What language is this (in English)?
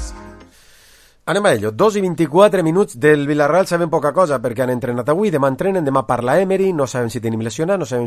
Catalan